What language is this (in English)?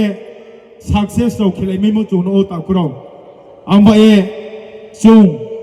Riang (India)